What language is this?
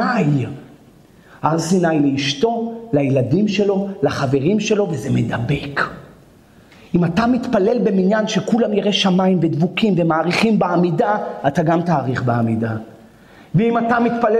Hebrew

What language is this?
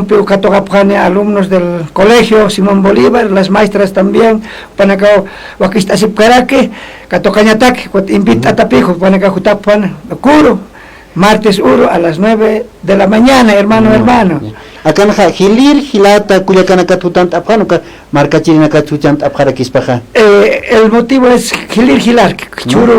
Aymara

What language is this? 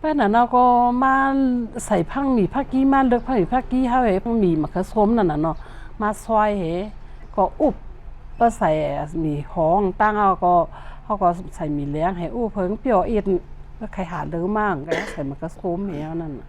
Shan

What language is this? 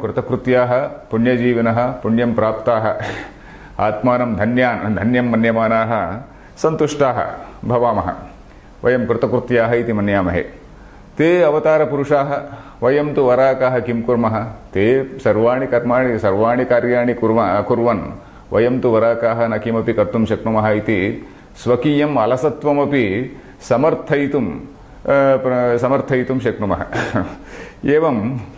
Sanskrit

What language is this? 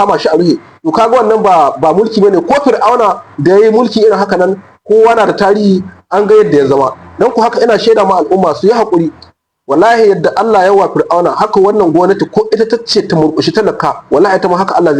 Hausa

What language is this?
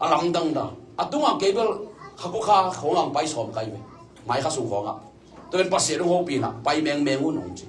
Tedim Chin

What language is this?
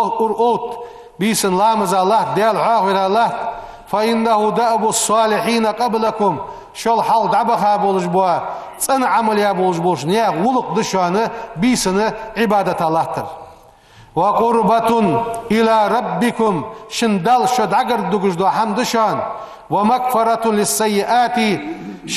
Ingush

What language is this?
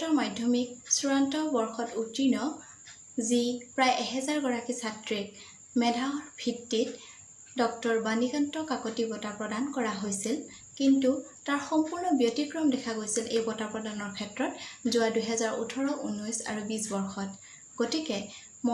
Assamese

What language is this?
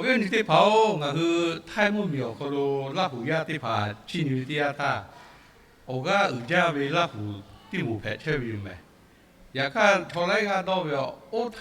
Lahu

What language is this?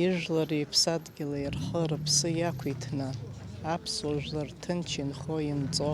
Abkhazian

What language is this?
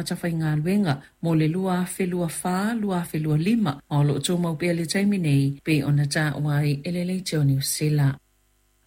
Samoan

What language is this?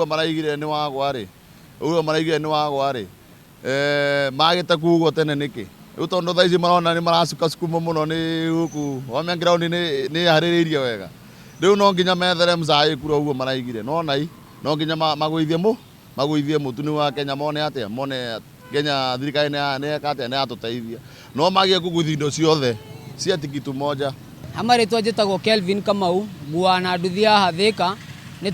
Kikuyu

